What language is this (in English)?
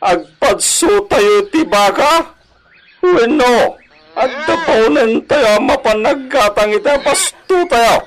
Iloko